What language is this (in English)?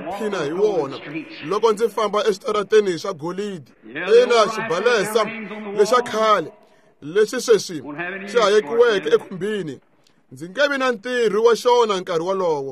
Tsonga